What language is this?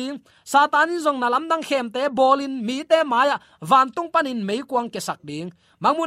Tedim Chin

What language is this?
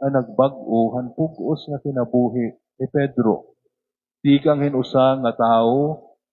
Waray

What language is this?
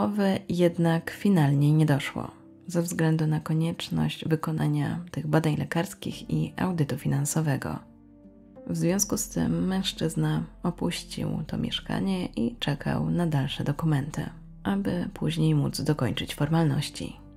Polish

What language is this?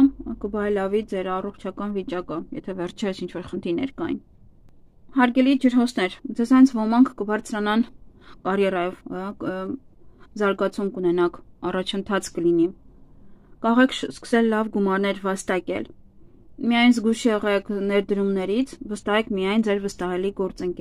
Armenian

